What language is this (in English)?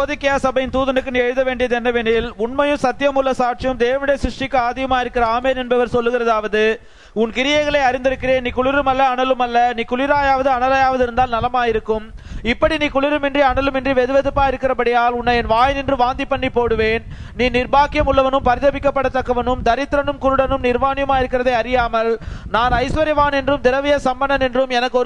Tamil